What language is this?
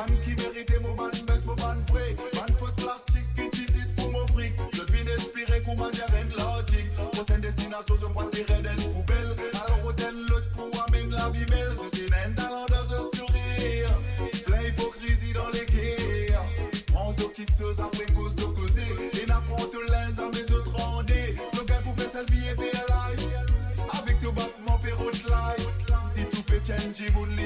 Morisyen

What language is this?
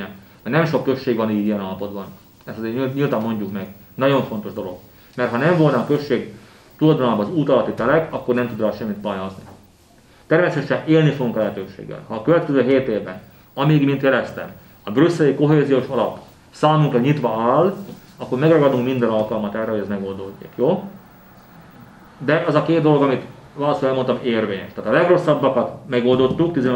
Hungarian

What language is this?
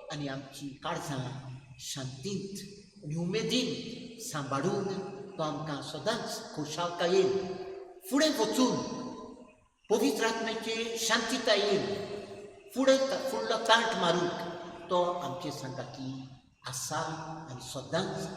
Konkani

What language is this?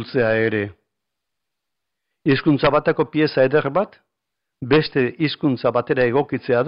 Basque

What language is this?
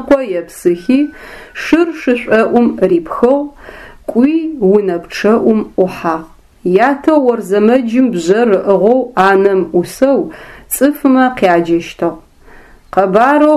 Adyghe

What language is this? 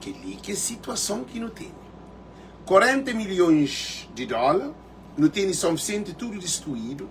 Kabuverdianu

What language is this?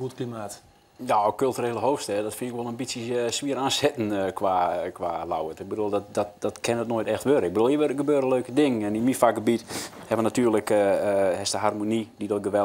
Western Frisian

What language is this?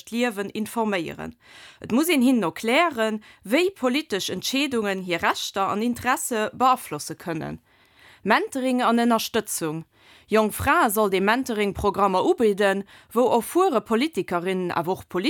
Luxembourgish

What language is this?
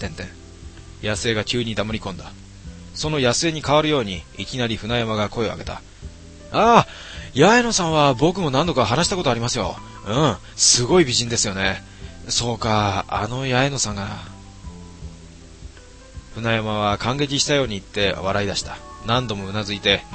Japanese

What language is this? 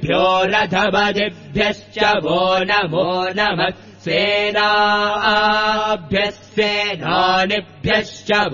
Sanskrit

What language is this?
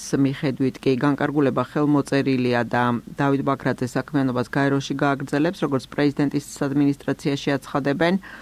Georgian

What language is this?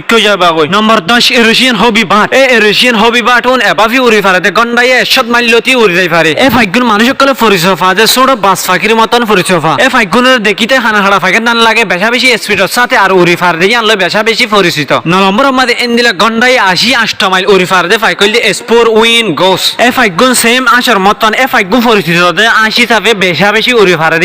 Rohingya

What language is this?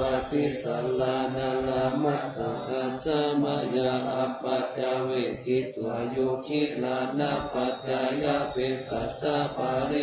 Pali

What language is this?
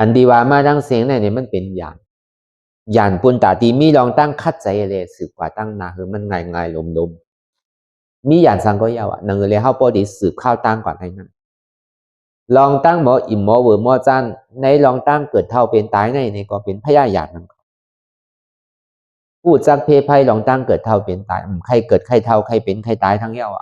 Shan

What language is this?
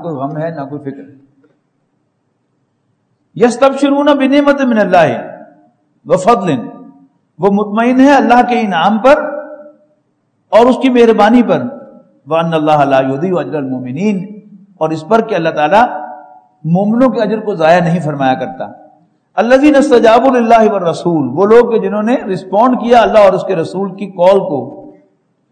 Urdu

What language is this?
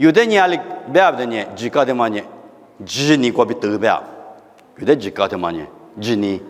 Lisu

